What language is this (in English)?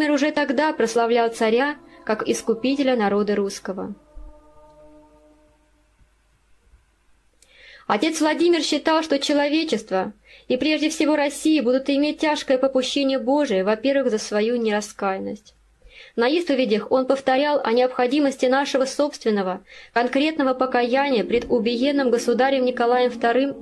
Russian